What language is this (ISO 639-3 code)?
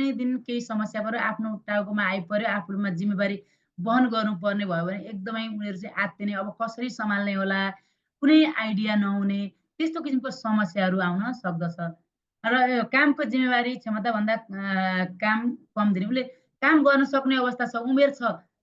nep